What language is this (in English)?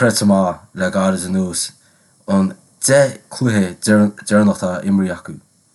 Irish